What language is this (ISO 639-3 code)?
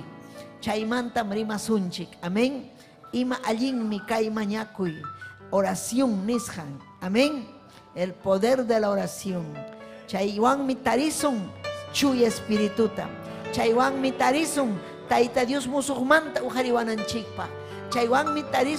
quy